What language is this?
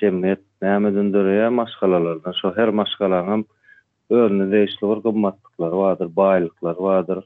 Turkmen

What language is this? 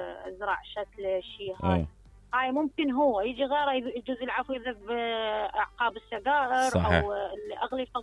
Mesopotamian Arabic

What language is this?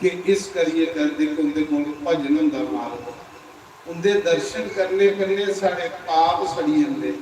Dogri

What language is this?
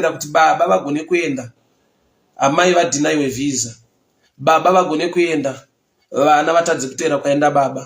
Shona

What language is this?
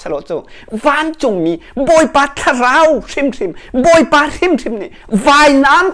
Hakha Chin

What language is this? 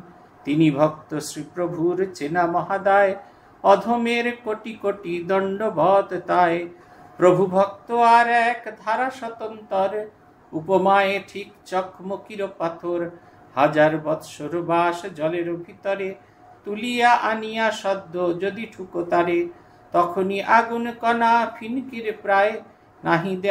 Bangla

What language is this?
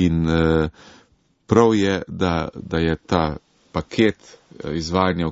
Slovenian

